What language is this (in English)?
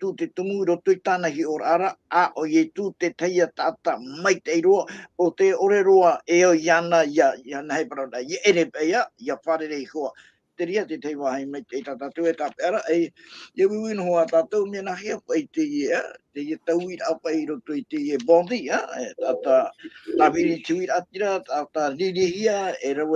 Tahitian